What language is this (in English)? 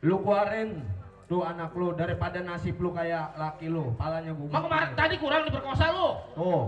Betawi